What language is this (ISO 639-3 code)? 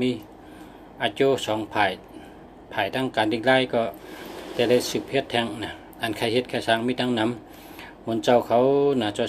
shn